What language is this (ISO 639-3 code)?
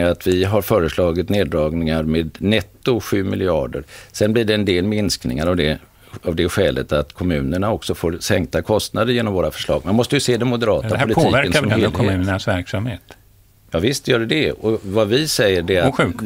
swe